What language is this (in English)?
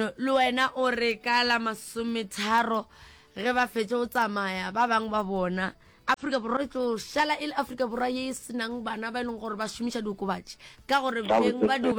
Northern Sotho